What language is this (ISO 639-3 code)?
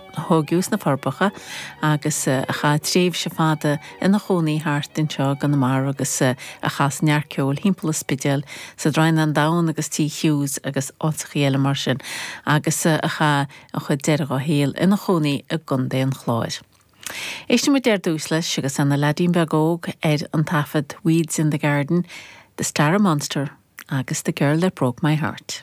gle